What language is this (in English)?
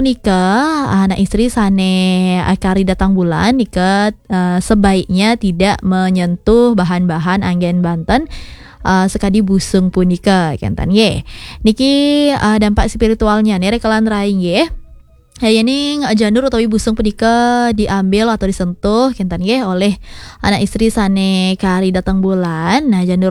Balinese